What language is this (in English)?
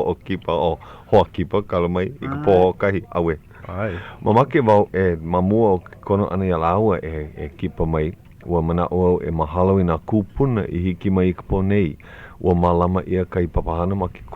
Hawaiian